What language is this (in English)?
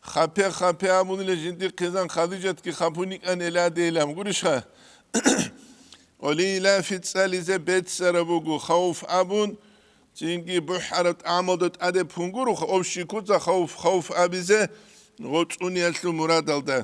Avaric